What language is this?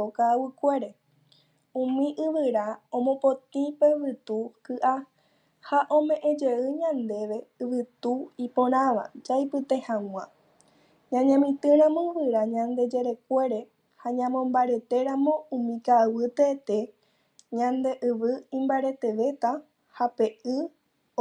Guarani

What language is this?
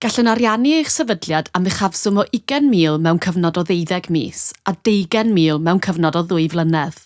Welsh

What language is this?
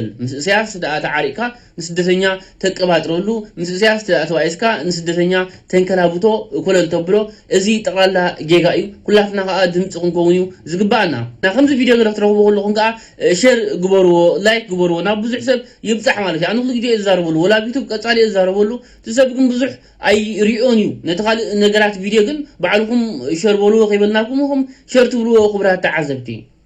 Tigrinya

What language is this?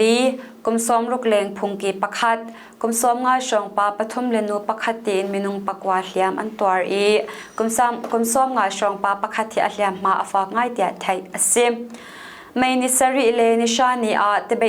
Hakha Chin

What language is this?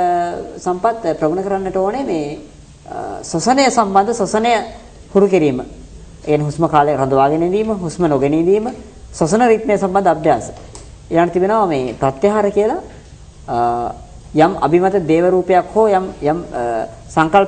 Sinhala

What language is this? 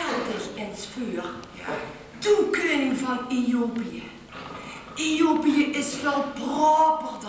Limburgish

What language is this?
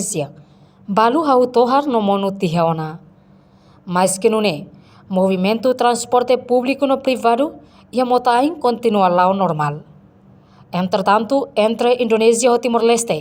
Tetum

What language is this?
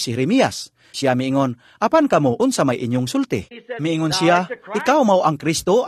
Cebuano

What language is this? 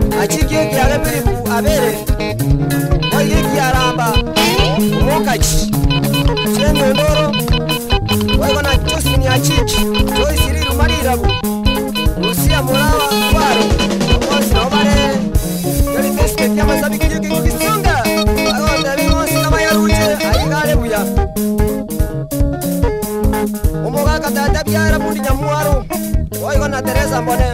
Gusii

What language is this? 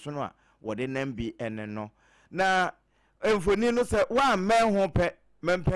Akan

